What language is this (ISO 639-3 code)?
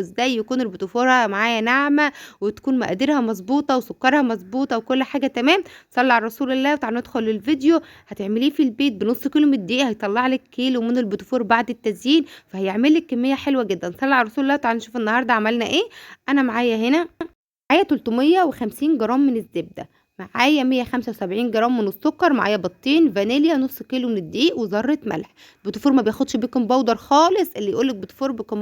arz